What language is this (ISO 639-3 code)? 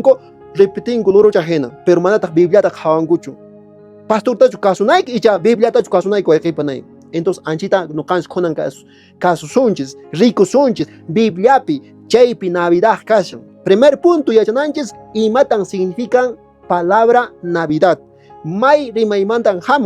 que